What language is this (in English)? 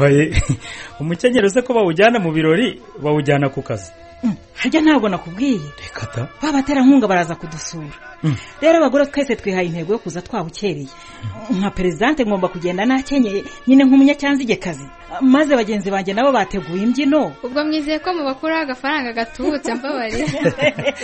Kinyarwanda